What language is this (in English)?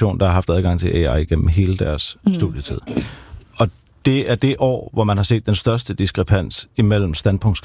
Danish